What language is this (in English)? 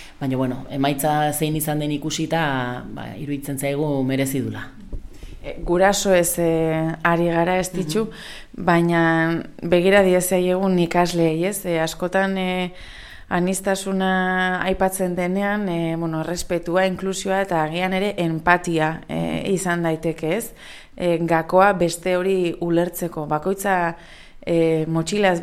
Basque